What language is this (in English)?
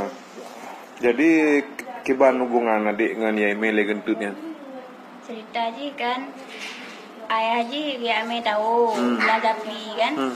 Achinese